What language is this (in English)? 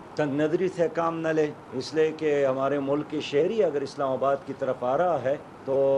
Urdu